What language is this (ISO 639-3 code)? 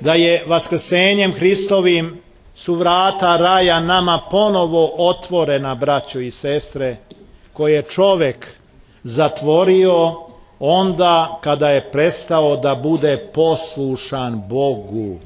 srp